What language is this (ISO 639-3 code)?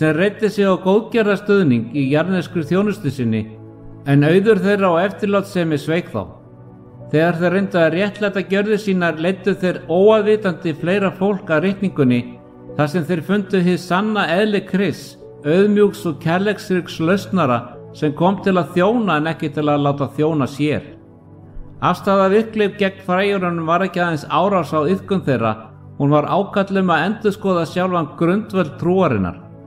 isl